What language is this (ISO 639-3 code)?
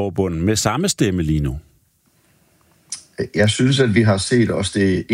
dan